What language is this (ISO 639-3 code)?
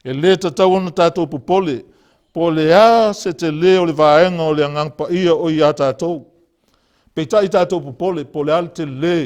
smo